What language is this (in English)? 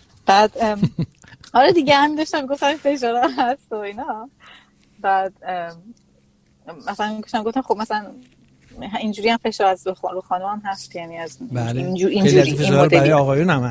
Persian